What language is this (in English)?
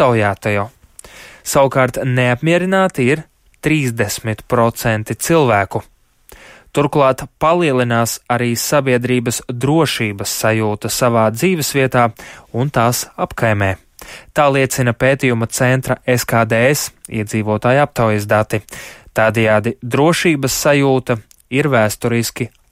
Latvian